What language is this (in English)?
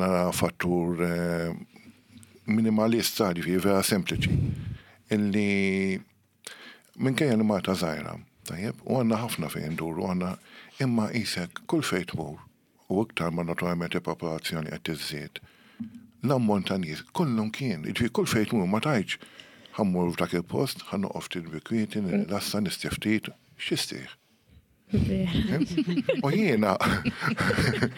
Maltese